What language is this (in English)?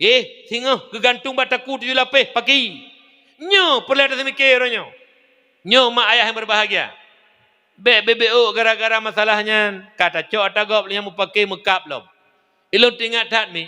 Achinese